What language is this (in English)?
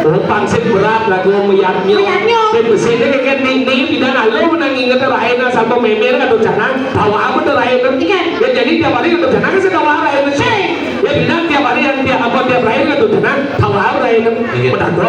Balinese